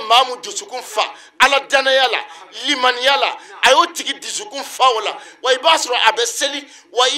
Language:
Bambara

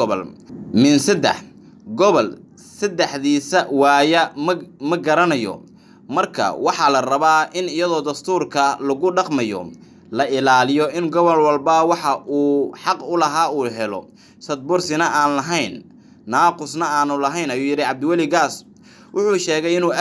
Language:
Somali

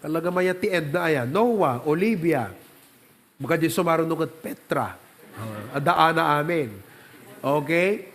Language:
Iloko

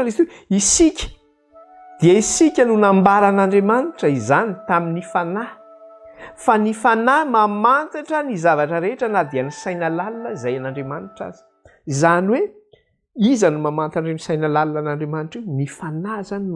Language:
Malagasy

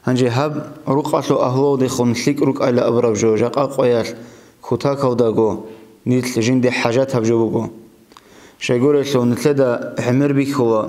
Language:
Avaric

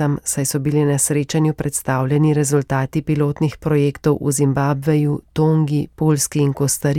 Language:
Slovenian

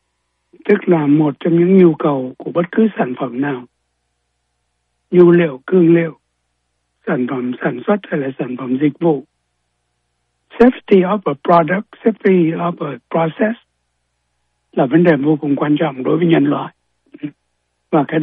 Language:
Vietnamese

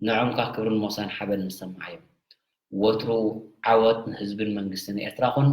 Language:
Tigrinya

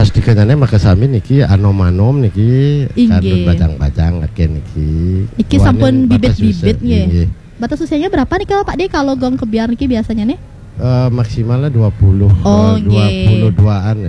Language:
Balinese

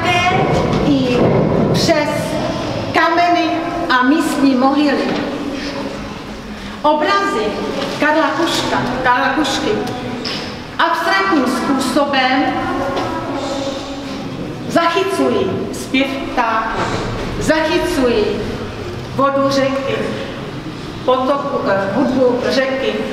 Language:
Czech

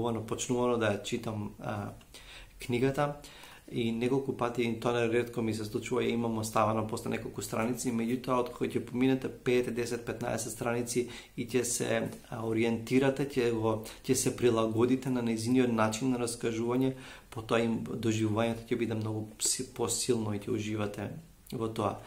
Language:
Macedonian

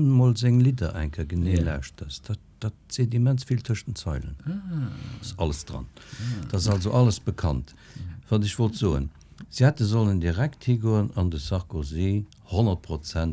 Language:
Luxembourgish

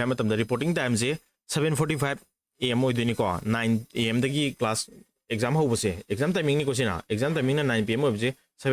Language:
Manipuri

